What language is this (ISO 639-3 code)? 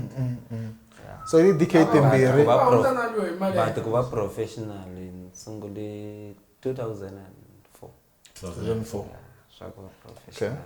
tso